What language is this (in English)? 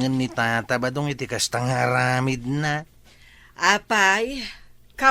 Iloko